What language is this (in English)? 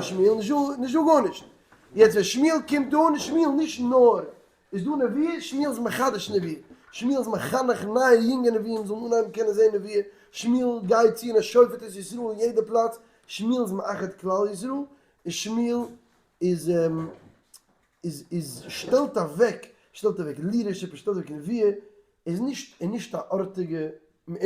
Yiddish